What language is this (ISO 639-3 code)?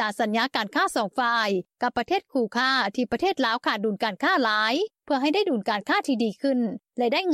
lao